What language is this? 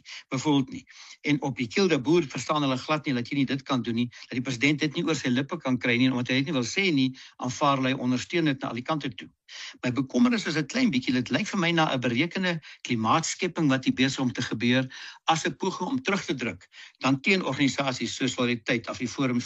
Afrikaans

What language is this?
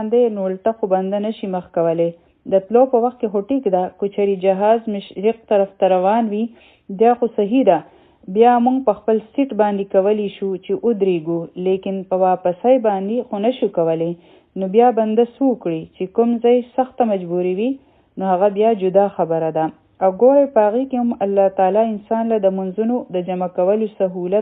Pashto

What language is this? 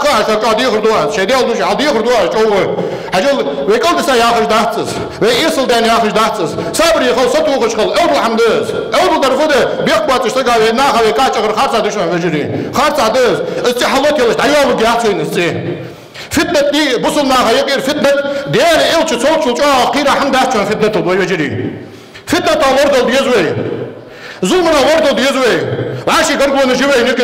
Ingush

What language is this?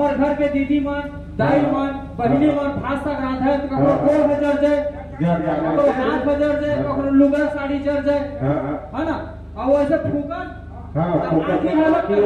Chhattisgarhi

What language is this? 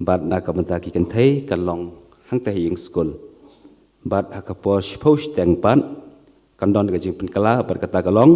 Khasi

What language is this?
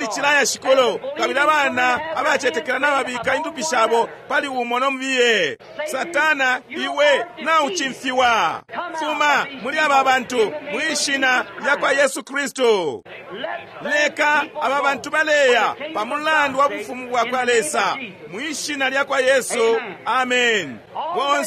Bemba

